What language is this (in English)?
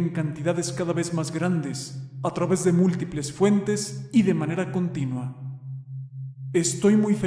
Spanish